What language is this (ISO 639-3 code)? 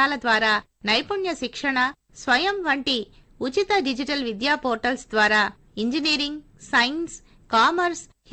tel